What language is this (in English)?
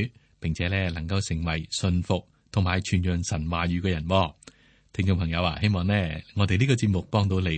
Cantonese